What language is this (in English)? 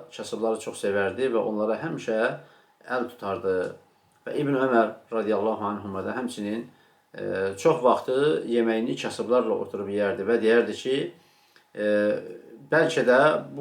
Azerbaijani